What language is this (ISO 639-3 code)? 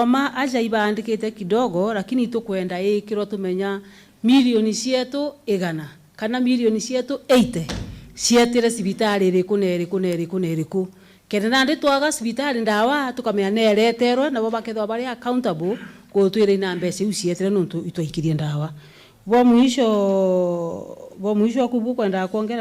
mer